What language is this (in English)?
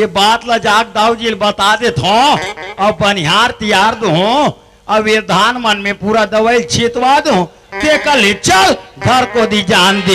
Chhattisgarhi